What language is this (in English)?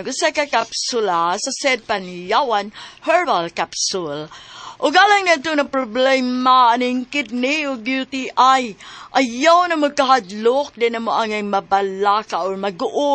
Cebuano